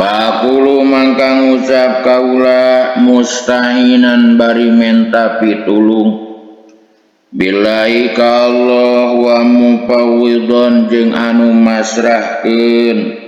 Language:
Sundanese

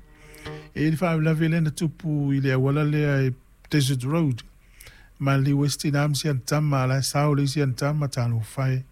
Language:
Samoan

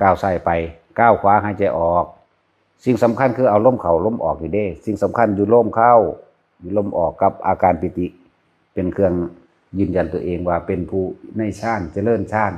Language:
Northeastern Thai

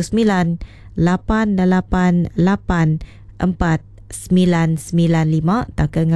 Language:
Iban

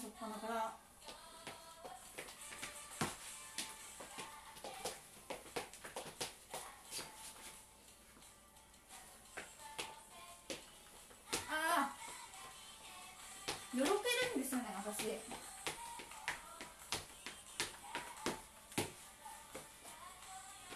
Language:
Japanese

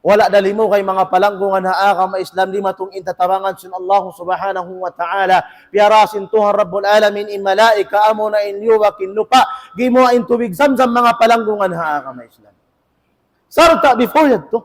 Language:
Tausug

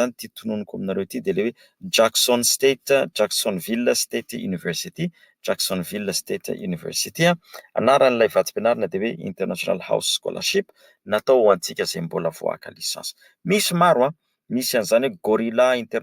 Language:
Malagasy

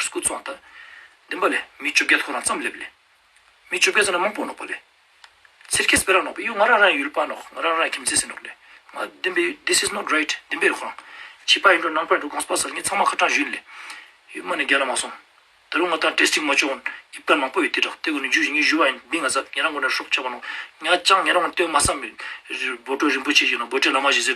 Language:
Ladakhi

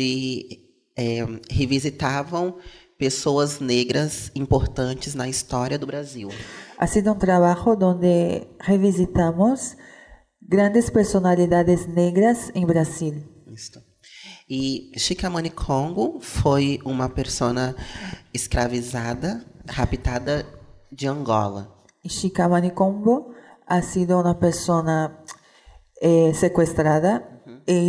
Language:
Portuguese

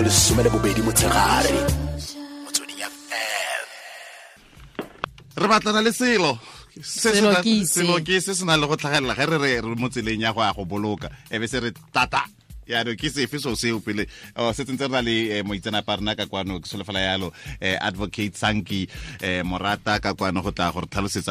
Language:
Tswana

